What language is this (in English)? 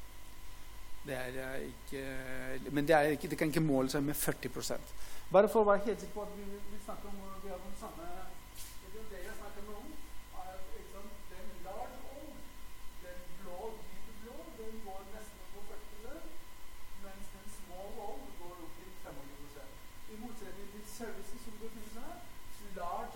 Norwegian